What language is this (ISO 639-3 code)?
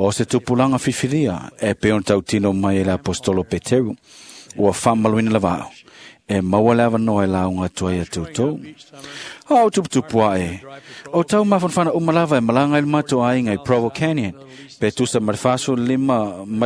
smo